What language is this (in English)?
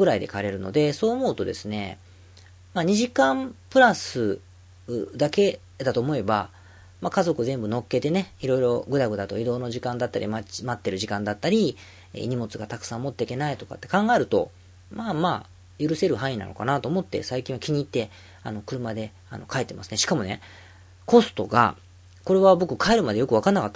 Japanese